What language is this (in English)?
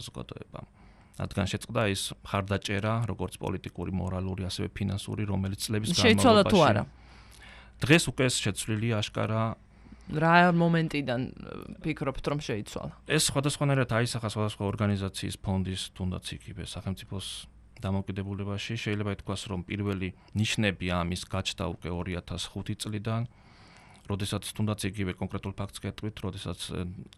Georgian